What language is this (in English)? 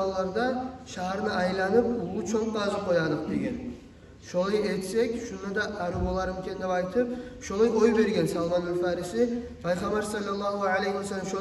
Kumyk